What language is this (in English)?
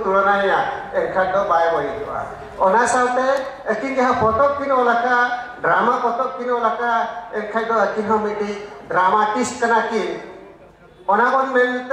Santali